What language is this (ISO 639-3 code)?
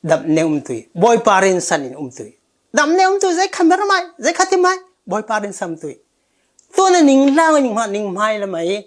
cfm